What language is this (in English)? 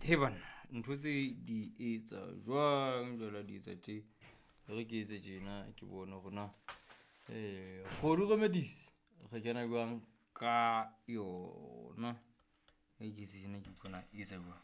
Southern Sotho